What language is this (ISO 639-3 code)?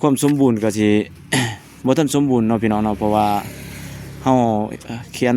lao